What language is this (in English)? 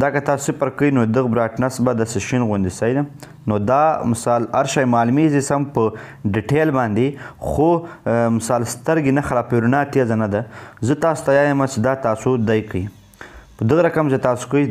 Pashto